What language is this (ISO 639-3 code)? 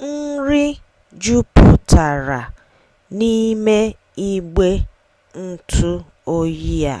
ibo